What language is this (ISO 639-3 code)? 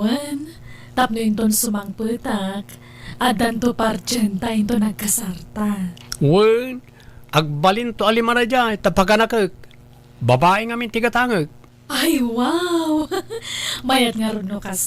ilo